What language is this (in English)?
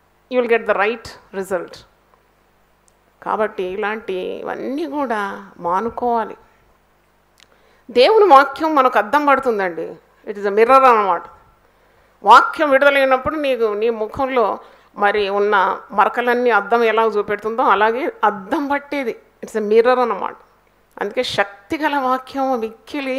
Telugu